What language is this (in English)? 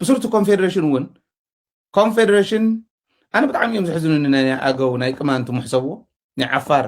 Tigrinya